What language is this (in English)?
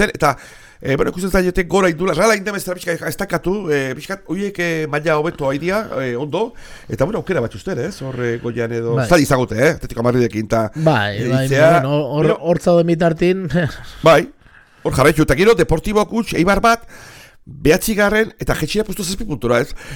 Basque